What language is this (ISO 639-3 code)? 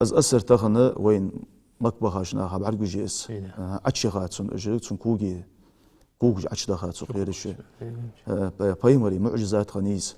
inh